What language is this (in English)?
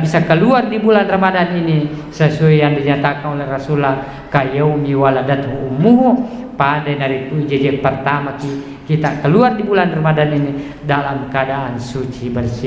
Buginese